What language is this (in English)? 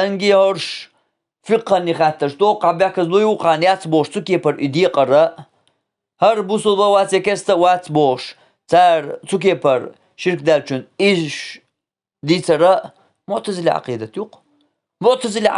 Chechen